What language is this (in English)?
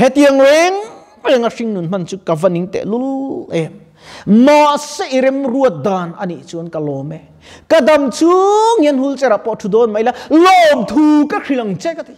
Mizo